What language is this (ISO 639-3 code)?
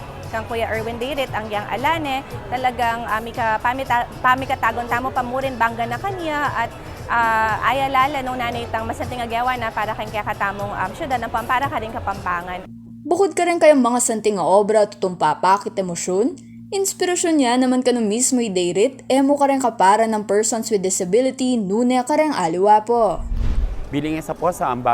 pam